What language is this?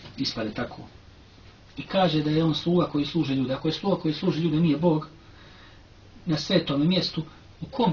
Croatian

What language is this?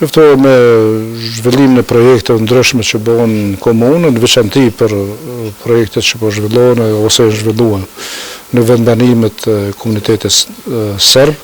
Albanian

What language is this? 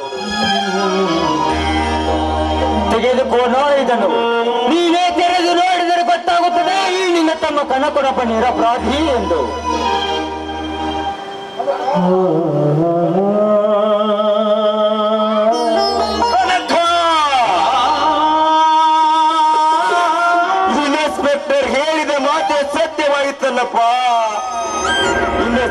Kannada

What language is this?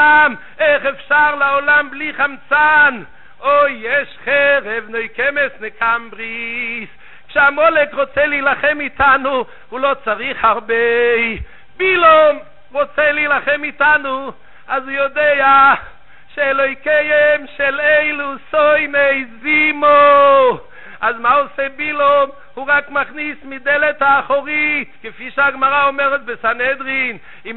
Hebrew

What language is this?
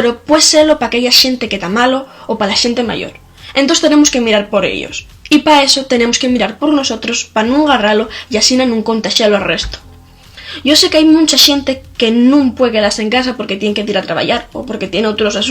Asturian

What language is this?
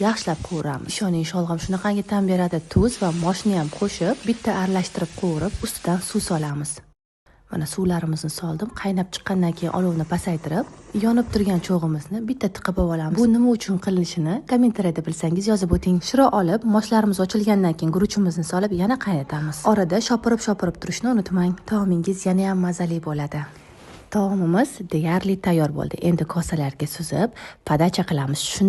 Uzbek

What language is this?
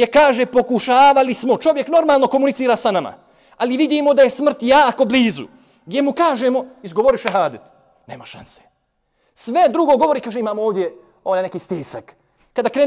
Bosnian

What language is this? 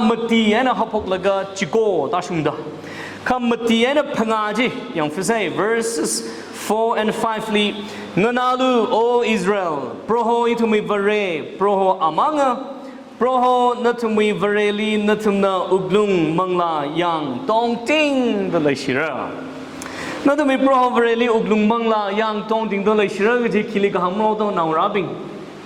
Tangkhul Naga (India)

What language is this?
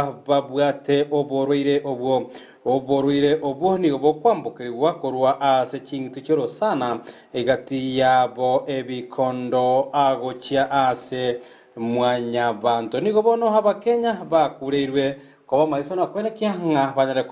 Gusii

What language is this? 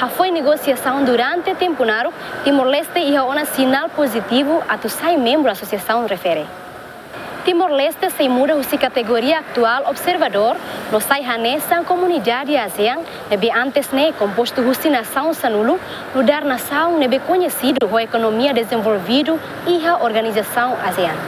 Tetum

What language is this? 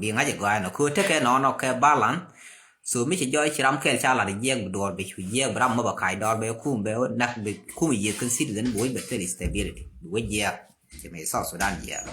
Nuer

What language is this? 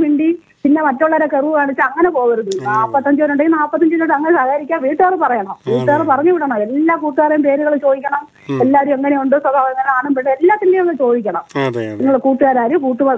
Malayalam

